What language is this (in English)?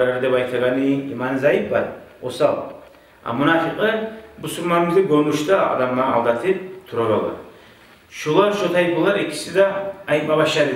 Kumyk